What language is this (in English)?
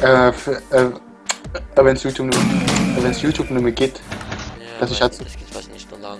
Swiss German